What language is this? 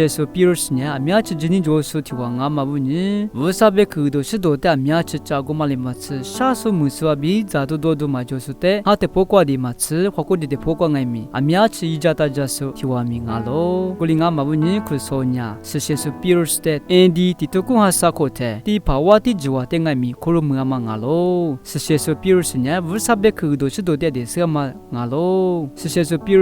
Lisu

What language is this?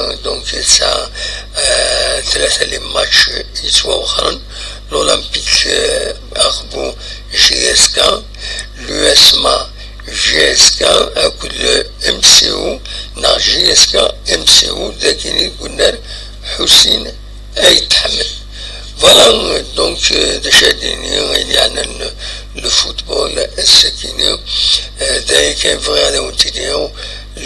Kabyle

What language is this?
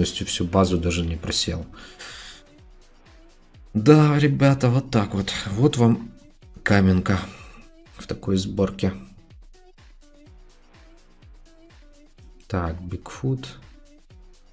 Russian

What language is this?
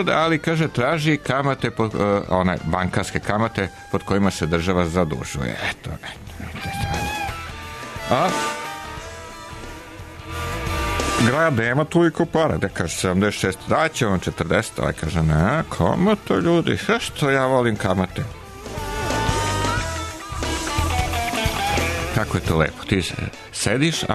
Serbian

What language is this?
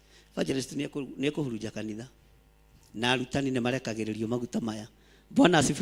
Kikuyu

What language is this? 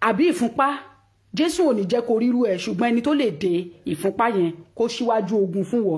Yoruba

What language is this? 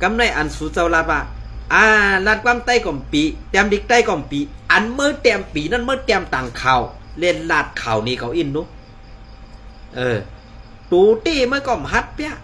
Shan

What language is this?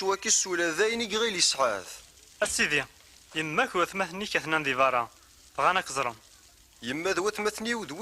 Kabyle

